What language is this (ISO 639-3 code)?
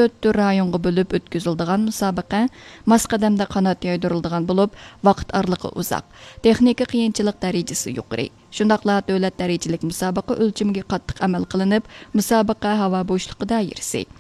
uig